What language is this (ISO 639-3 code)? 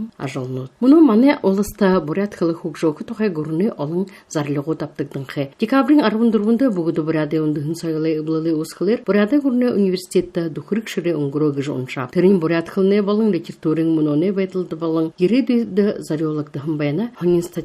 bua